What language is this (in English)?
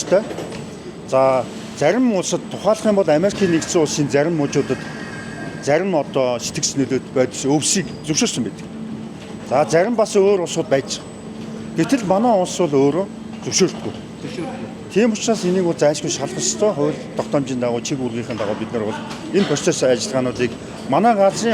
Mongolian